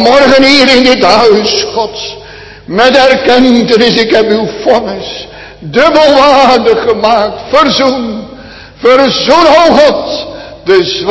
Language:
Dutch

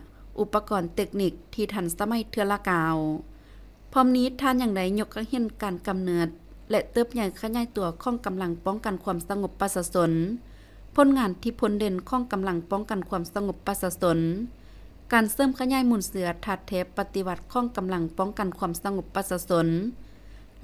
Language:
Lao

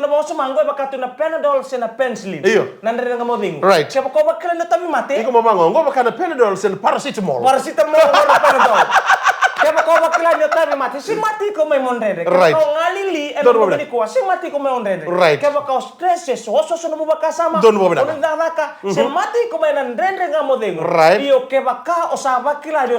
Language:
Fijian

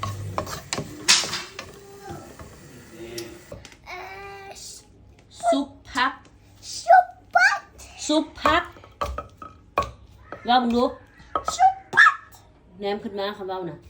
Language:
Lao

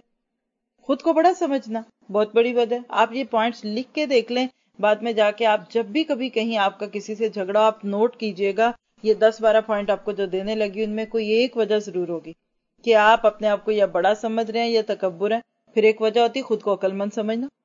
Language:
Urdu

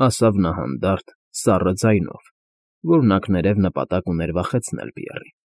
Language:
Armenian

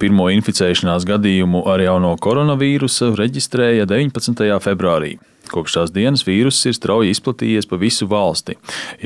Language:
Latvian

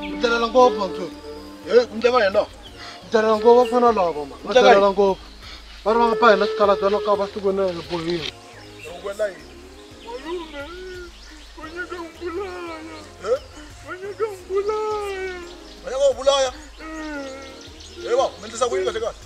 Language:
Tsonga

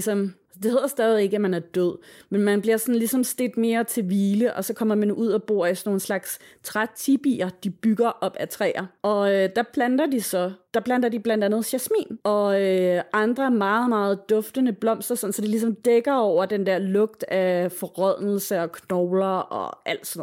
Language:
Danish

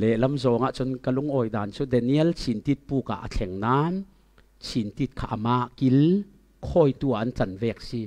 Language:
Falam Chin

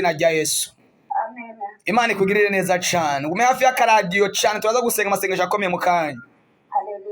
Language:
Rundi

